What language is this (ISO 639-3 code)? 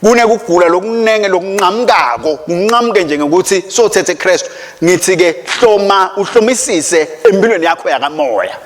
ssw